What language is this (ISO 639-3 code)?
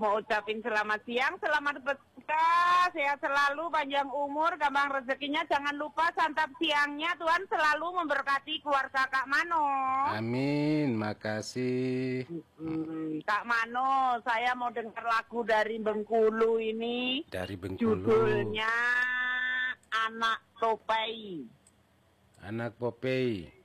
ind